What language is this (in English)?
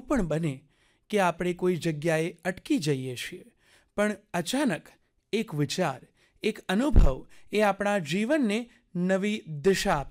Gujarati